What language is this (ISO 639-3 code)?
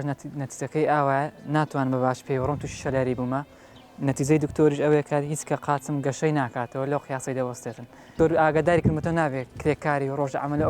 ckb